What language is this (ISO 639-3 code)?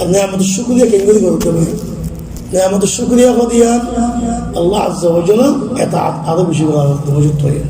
rhg